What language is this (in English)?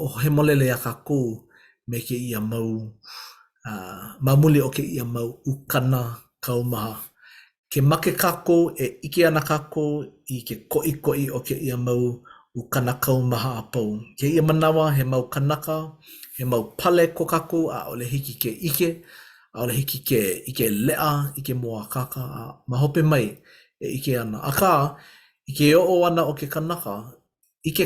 Hawaiian